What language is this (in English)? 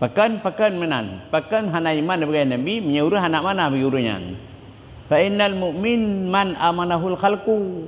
Achinese